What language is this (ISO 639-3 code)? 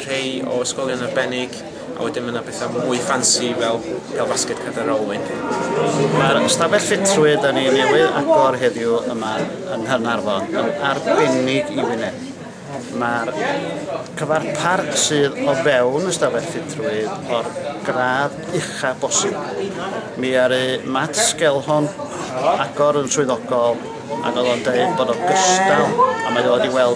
cym